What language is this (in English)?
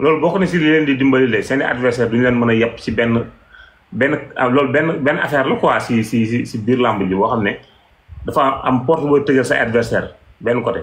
Wolof